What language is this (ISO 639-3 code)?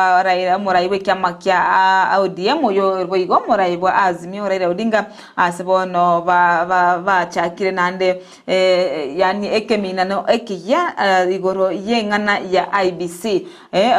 guz